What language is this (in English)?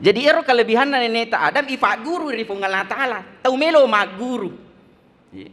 Buginese